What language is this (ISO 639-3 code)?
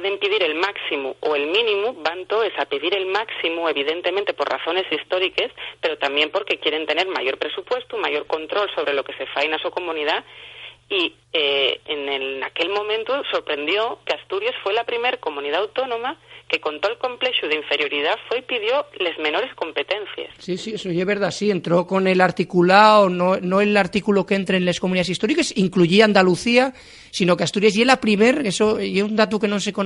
ast